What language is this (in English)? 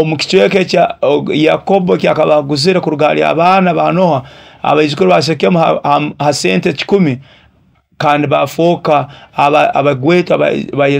Nyoro